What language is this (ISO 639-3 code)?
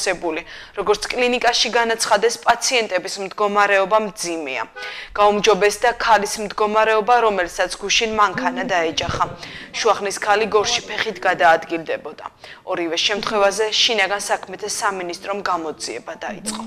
kat